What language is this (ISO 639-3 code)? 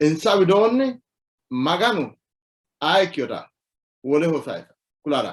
sid